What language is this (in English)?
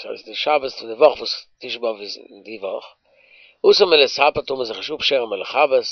Yiddish